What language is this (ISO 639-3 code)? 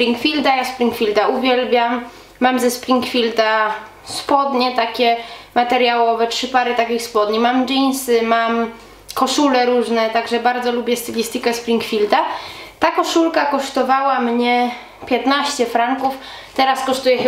pol